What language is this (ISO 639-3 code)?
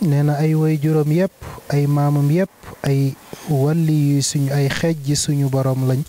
wol